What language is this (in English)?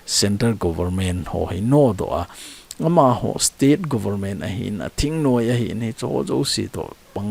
Thado Chin